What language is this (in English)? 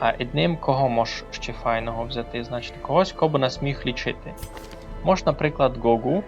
Rusyn